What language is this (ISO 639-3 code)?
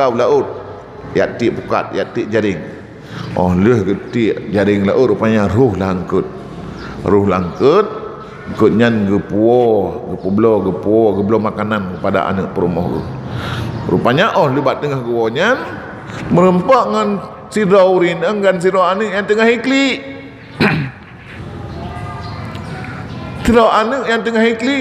ace